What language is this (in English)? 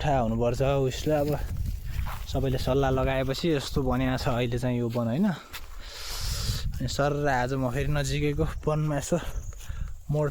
Nepali